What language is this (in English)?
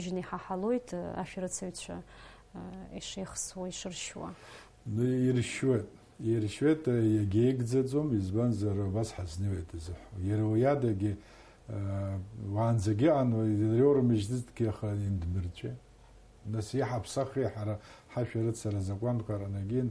Abkhazian